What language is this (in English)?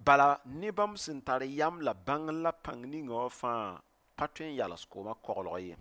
Mossi